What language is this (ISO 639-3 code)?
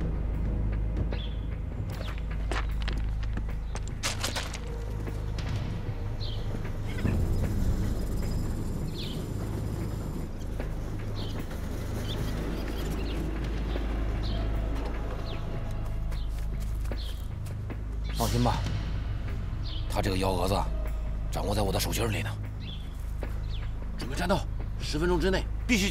zho